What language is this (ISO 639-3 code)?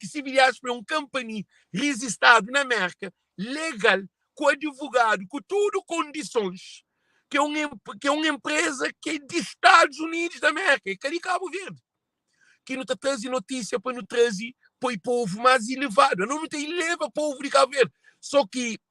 kea